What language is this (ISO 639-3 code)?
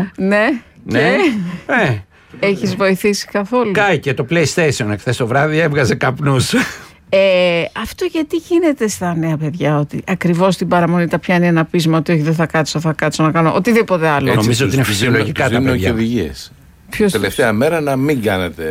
ell